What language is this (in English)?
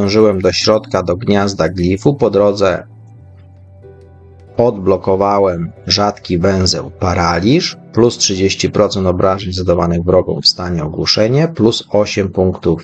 Polish